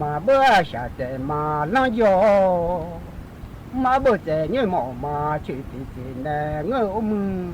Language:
Akha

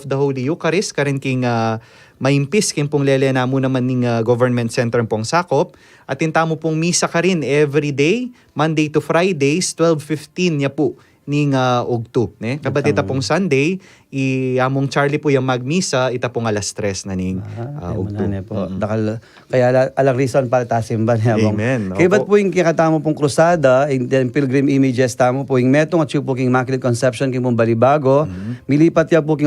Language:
Pampanga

